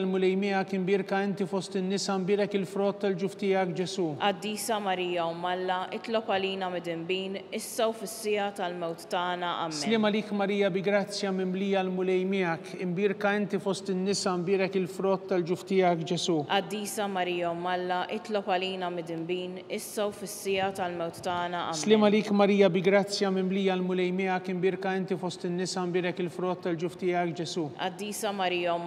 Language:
Maltese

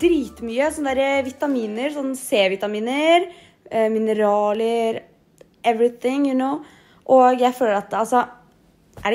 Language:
Norwegian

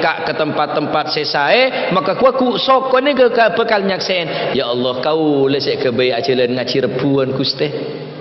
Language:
Madurese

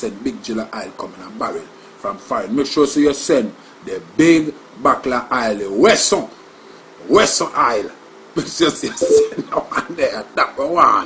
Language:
Jamaican Creole English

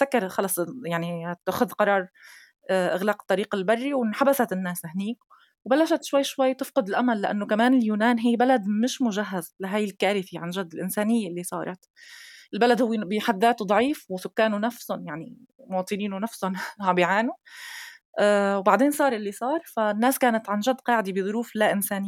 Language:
North Levantine Arabic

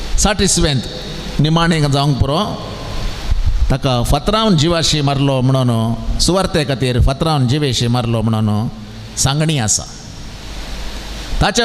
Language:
Konkani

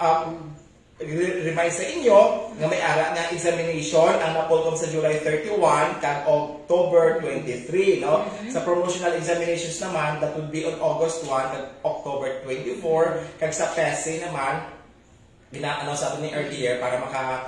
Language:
Hiligaynon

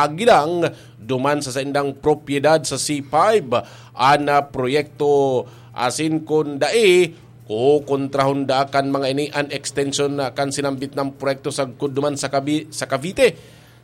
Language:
Bikol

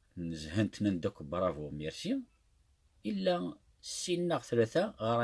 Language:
Kabyle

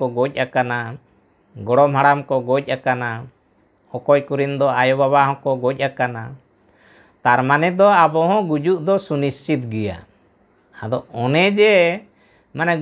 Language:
Santali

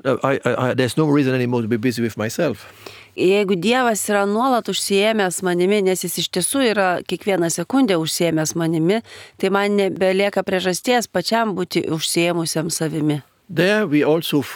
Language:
Lithuanian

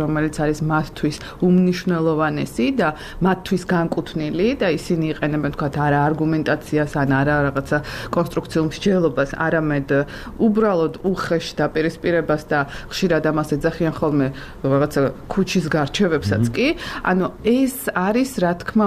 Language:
Georgian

